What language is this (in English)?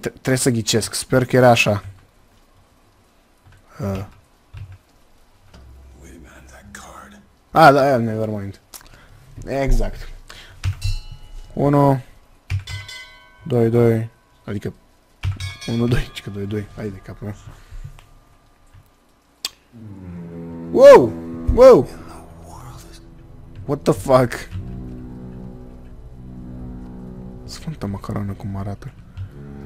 Romanian